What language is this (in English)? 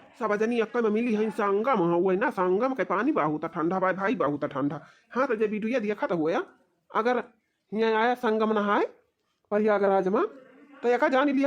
Awadhi